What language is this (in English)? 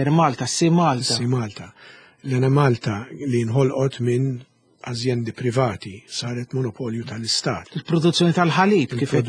Maltese